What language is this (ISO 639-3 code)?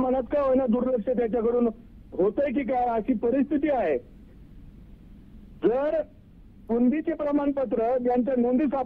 mar